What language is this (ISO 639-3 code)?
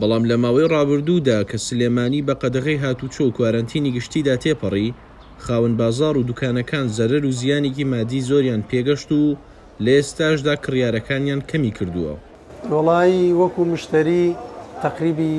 ckb